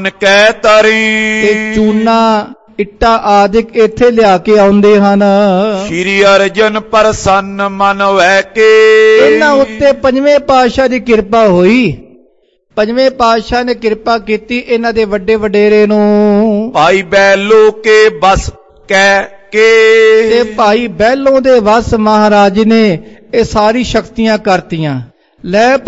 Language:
Punjabi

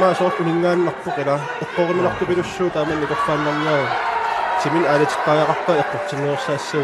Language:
Kalaallisut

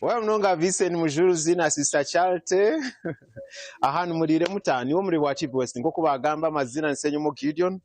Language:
Nyankole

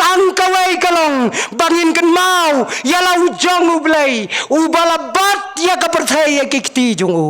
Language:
Khasi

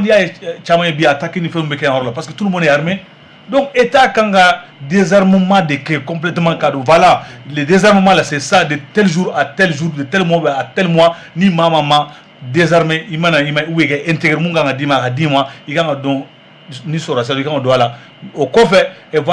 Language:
Bambara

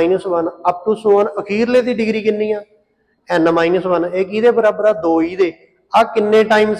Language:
Punjabi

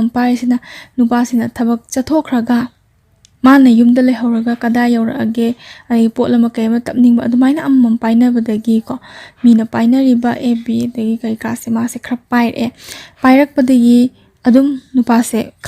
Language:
Manipuri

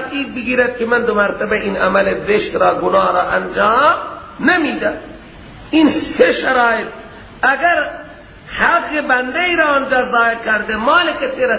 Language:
Persian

